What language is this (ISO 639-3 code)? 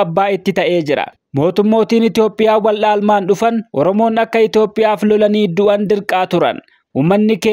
orm